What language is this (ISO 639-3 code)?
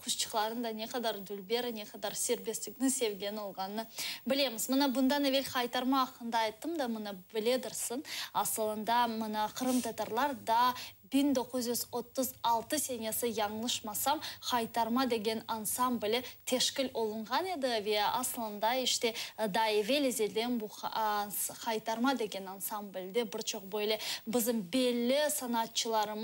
crh